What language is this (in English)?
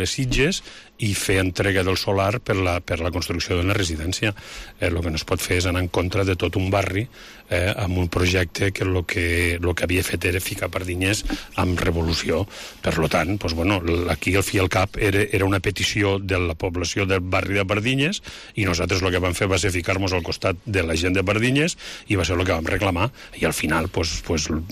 Catalan